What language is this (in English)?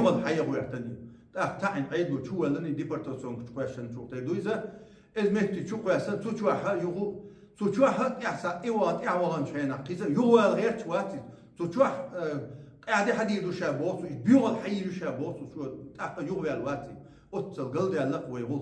Chechen